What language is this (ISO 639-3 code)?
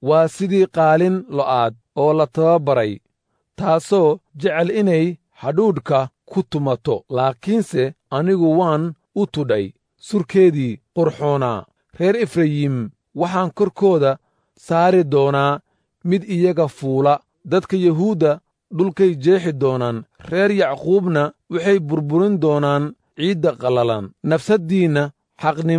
som